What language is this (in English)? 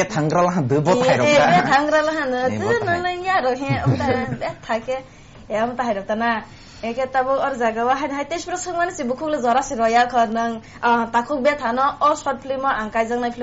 Kok Borok